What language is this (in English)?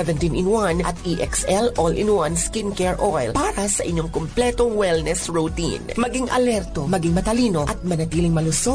Filipino